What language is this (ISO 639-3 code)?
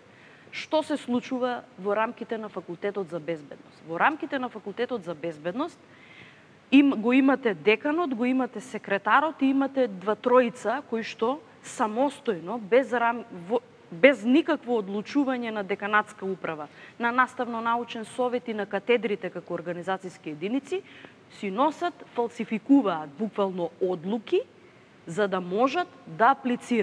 mkd